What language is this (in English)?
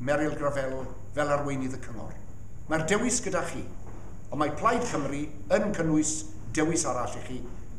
Welsh